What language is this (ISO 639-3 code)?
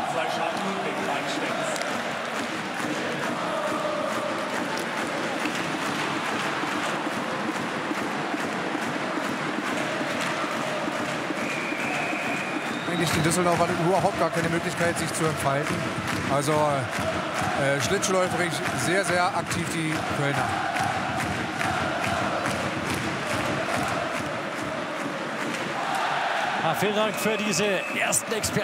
deu